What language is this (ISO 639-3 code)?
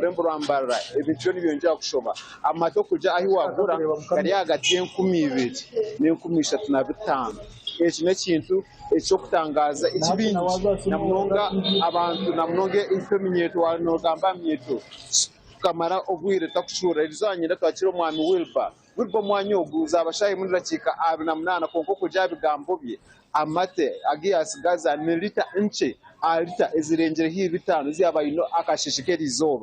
nyn